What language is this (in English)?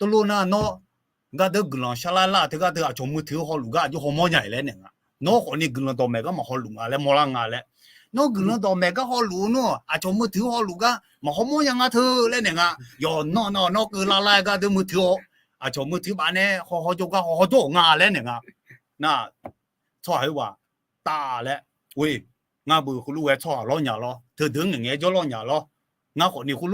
Akha